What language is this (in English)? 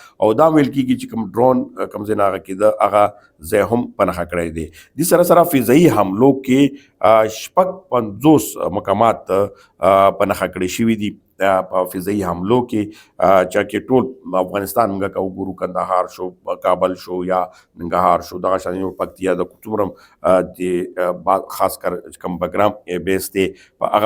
Pashto